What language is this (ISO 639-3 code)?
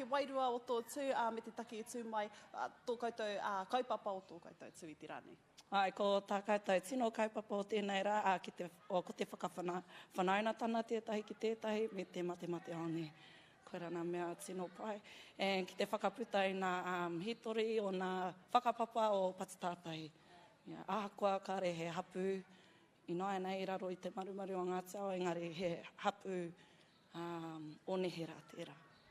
mri